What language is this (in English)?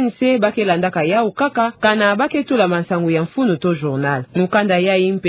Kituba (Democratic Republic of Congo)